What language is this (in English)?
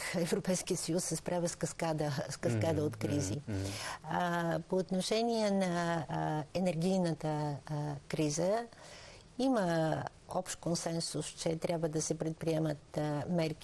Bulgarian